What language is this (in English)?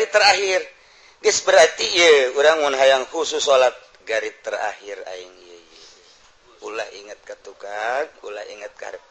Sundanese